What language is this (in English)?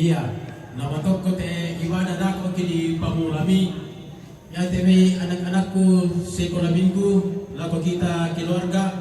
Toraja-Sa'dan